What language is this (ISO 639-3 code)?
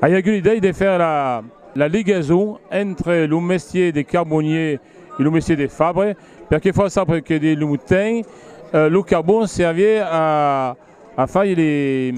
oci